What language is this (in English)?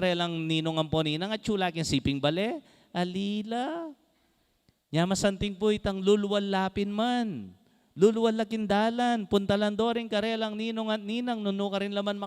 Pampanga